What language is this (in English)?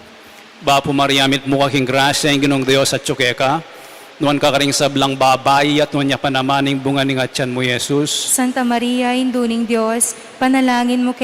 Pampanga